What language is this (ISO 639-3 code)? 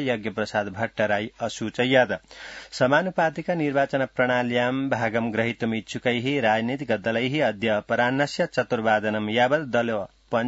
san